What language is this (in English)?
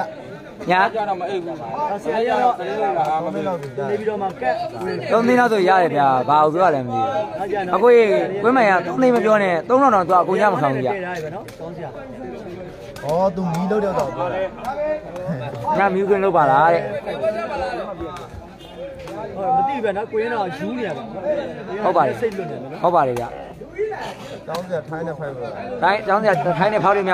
Burmese